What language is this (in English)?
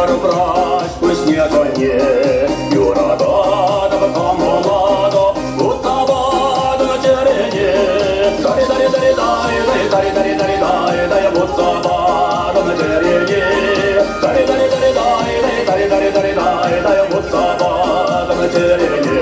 Chuvash